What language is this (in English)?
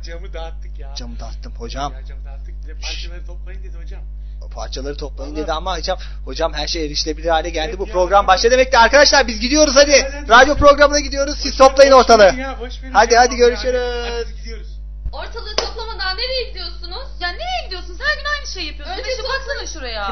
Turkish